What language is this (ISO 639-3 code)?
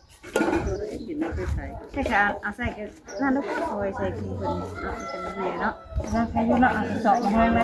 tts